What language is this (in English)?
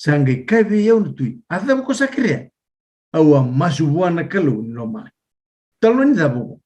Fijian